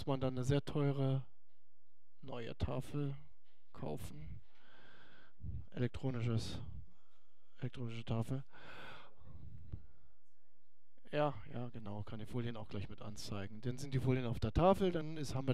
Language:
German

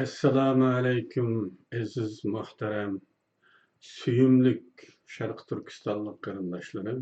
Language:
Uyghur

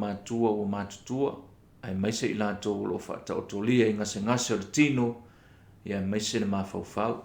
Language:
Samoan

